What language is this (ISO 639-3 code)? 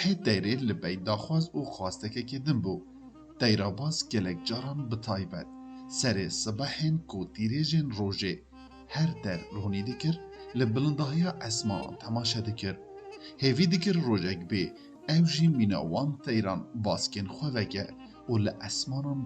kur